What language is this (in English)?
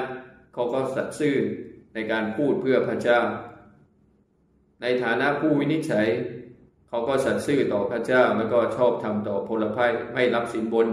Thai